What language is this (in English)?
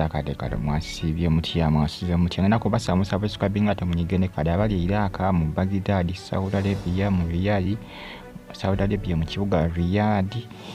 Ganda